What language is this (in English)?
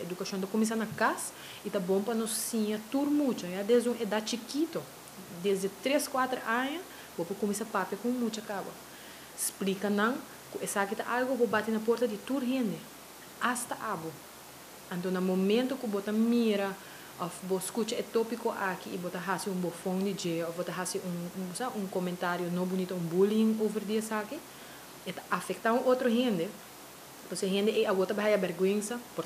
Papiamento